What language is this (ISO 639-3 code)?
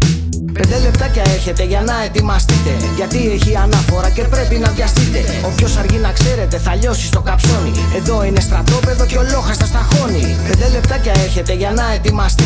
ell